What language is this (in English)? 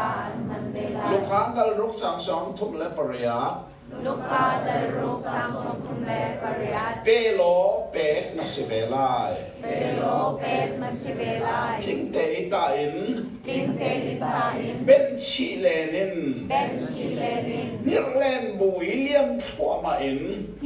Hakha Chin